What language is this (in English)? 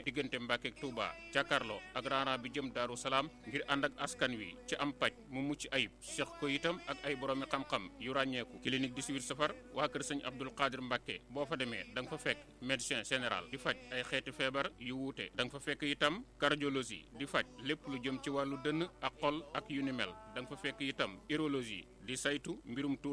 Wolof